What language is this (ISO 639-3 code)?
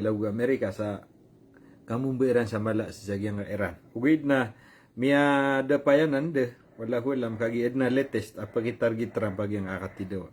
mrw